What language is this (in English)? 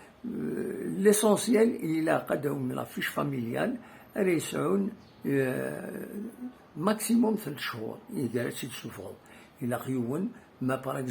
Kabyle